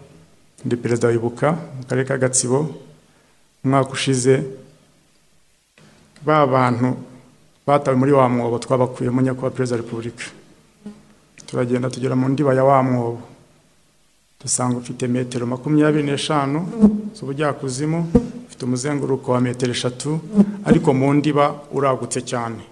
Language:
Kinyarwanda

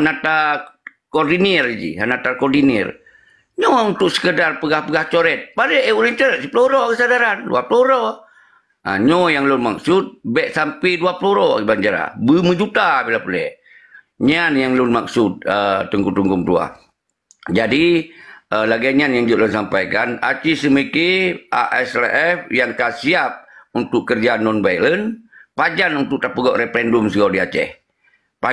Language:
Achinese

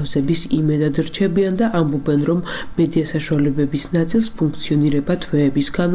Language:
Georgian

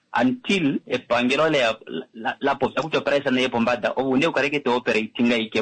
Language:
Kuanyama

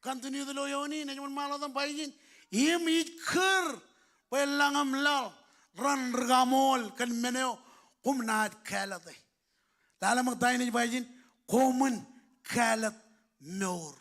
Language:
Marshallese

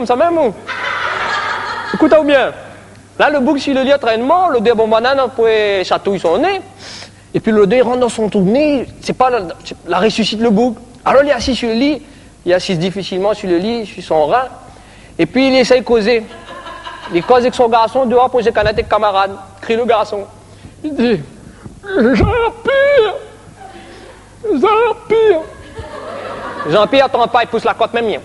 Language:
Réunion Creole French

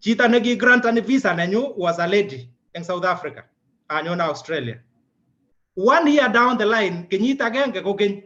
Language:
Kalenjin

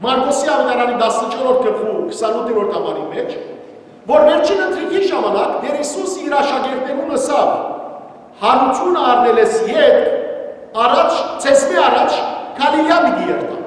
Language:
Western Armenian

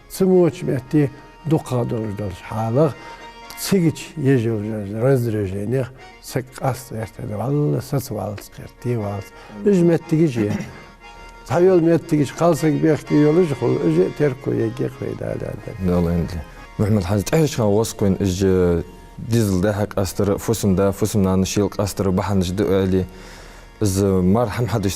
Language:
Ingush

